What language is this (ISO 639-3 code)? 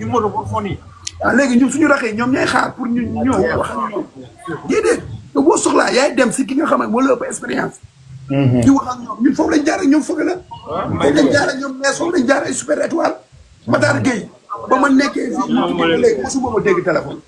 wol